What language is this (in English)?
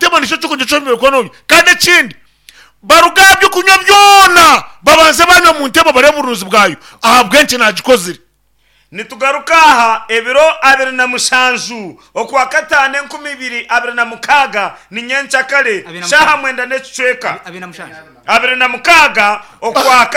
Nyankole